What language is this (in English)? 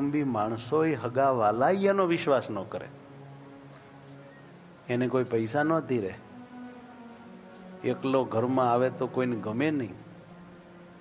Gujarati